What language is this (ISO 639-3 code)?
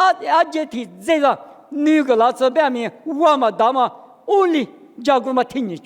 lis